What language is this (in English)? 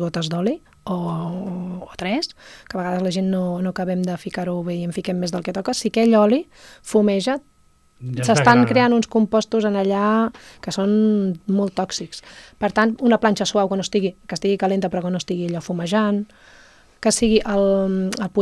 Catalan